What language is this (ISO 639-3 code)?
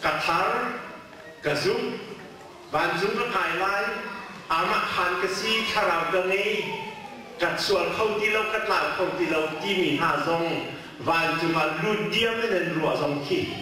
cnh